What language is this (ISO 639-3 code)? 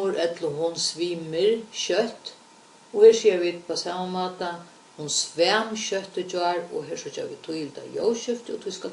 fao